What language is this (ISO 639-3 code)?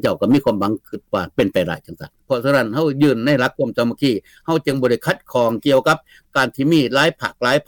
lao